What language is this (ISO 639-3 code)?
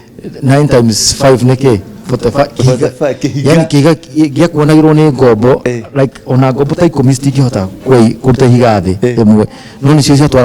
kik